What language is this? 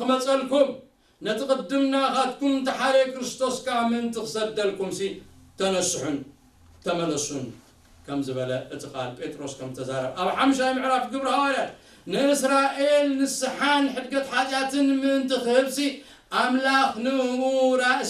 Tigrinya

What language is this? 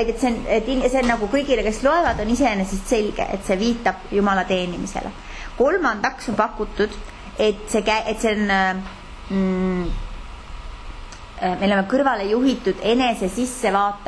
Estonian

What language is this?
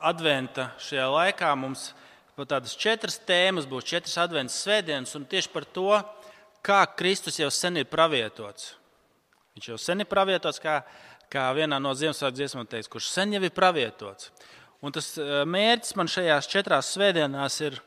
Latvian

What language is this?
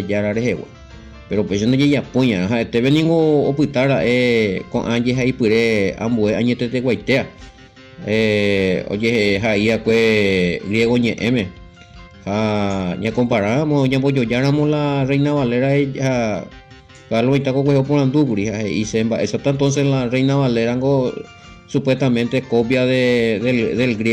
Guarani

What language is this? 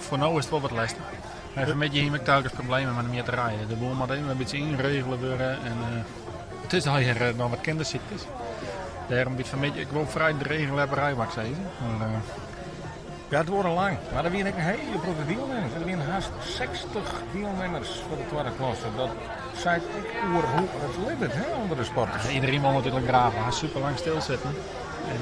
Western Frisian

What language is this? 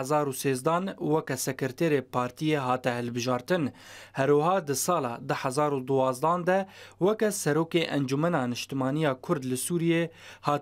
Kurdish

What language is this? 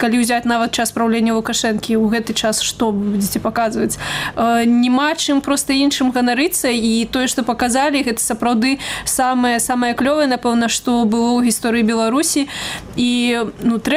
Belarusian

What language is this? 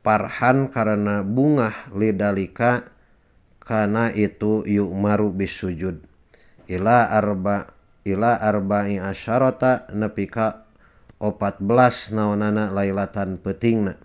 Sundanese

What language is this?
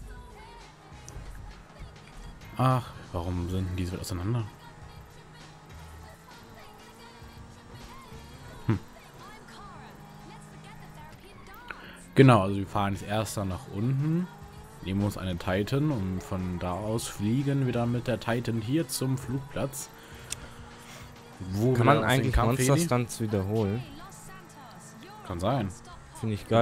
German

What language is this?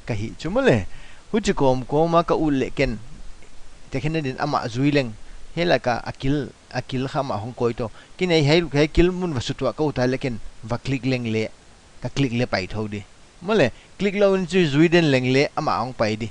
Paite Chin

